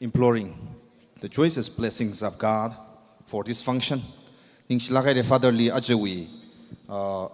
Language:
Tangkhul Naga (India)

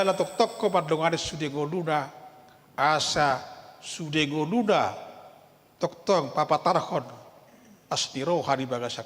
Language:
Batak Toba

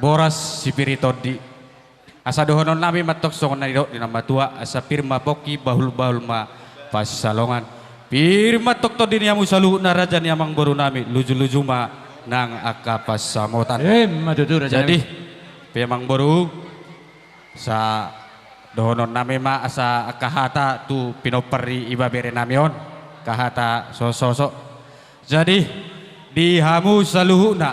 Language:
Batak Toba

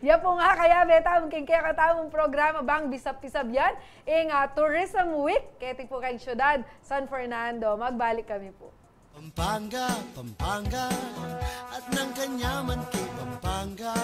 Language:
Pampanga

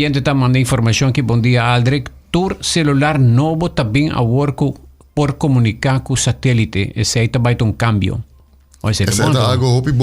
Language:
Papiamento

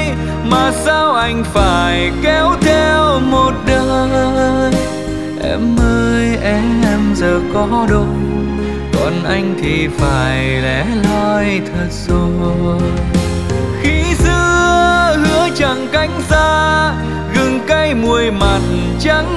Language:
Vietnamese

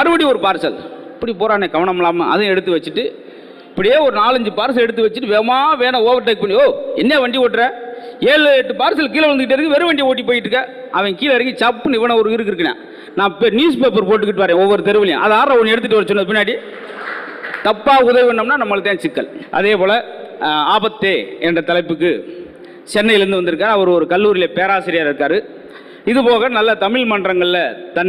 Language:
Tamil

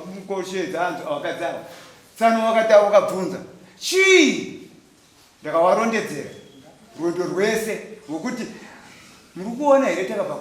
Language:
Shona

